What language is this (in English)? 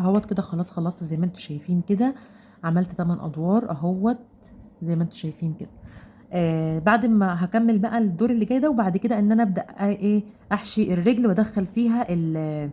Egyptian Arabic